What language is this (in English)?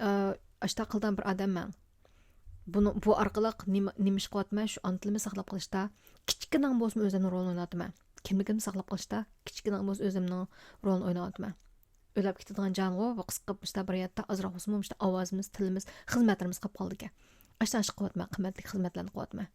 Uyghur